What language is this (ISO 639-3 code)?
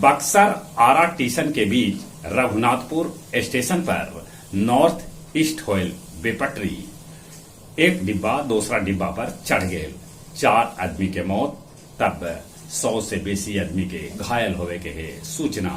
mag